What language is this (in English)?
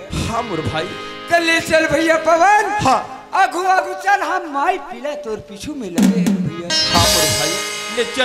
Chhattisgarhi